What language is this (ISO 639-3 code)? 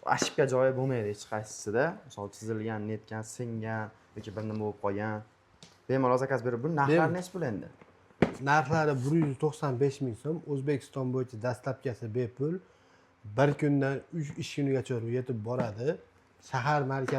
uzb